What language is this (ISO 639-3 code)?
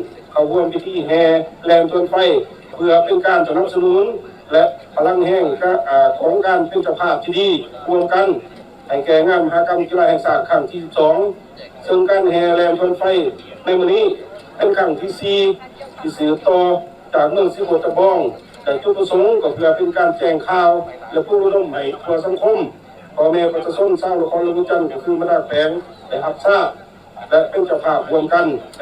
lao